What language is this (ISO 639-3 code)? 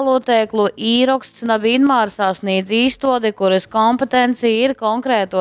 ltg